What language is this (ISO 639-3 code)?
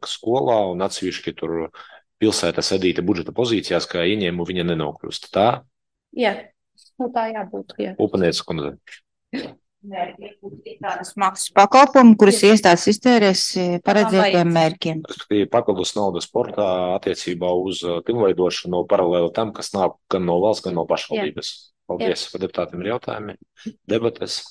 lav